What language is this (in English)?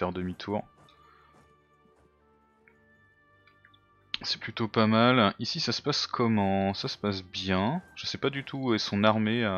French